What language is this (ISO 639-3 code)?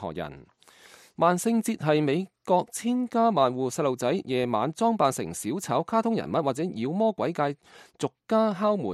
yue